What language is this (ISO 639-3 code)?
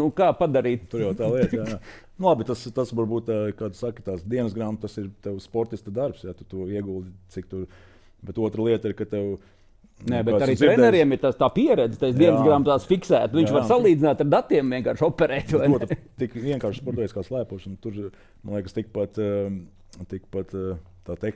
lav